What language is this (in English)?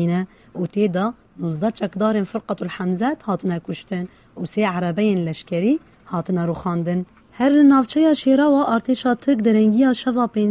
Kurdish